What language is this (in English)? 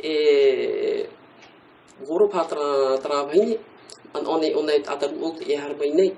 Tahitian